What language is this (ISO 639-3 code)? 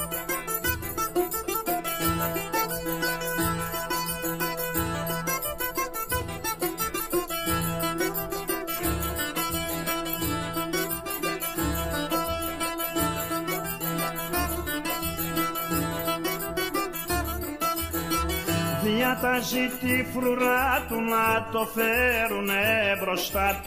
ell